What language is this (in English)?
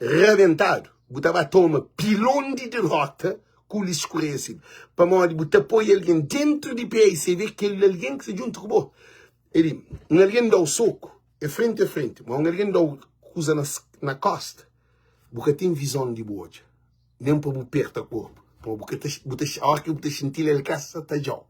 Kabuverdianu